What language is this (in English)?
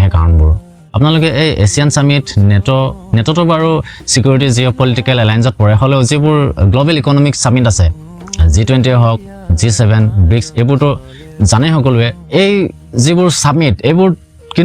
Assamese